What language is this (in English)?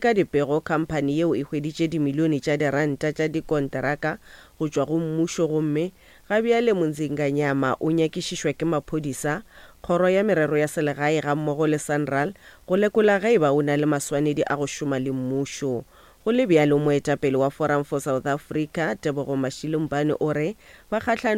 Northern Sotho